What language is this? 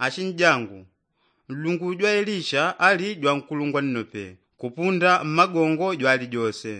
Yao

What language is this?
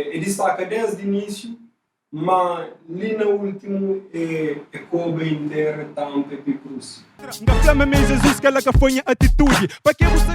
Kabuverdianu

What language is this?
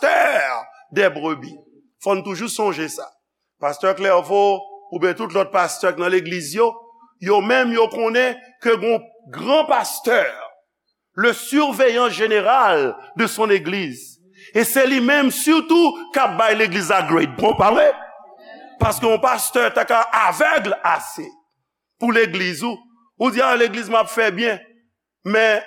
Haitian Creole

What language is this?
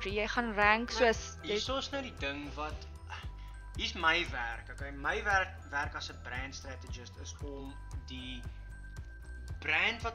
Afrikaans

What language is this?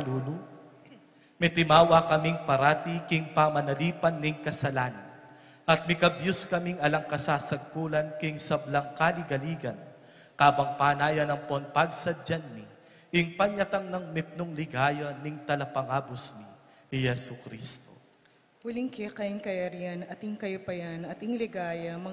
Pampanga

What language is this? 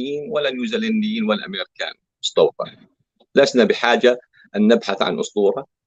North Levantine Arabic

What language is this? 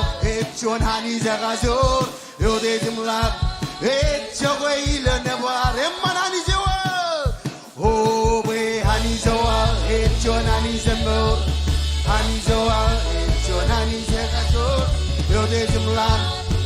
Marshallese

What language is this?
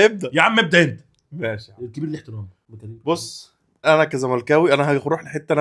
Egyptian Arabic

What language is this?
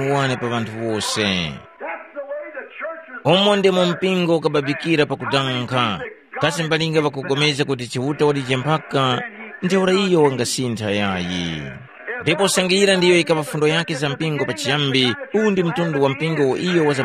Tumbuka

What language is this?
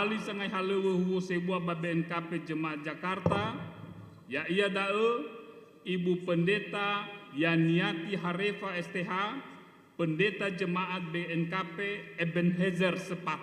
Nias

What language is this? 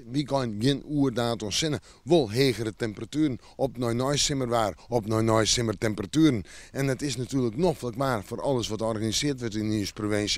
Western Frisian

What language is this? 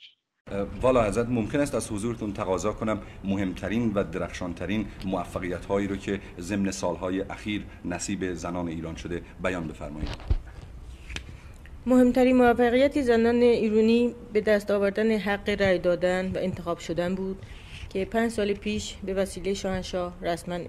Persian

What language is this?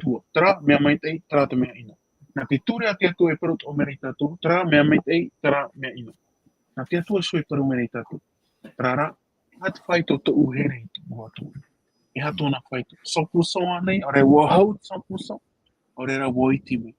Tahitian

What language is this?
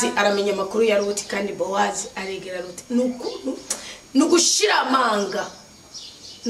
Rundi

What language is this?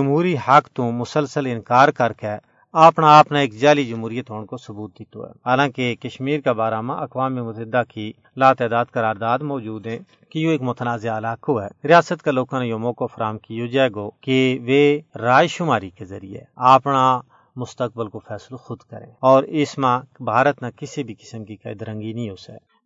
Gujari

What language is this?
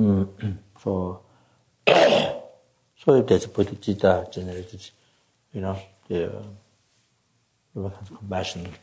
English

